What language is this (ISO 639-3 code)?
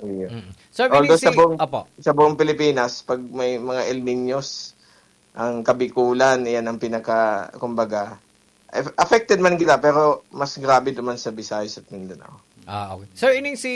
bik